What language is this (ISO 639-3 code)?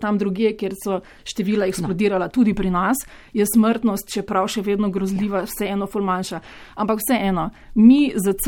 slv